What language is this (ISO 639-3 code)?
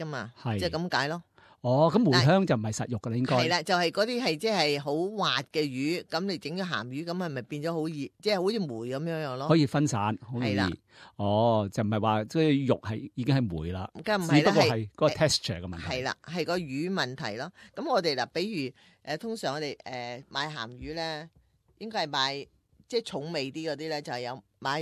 yue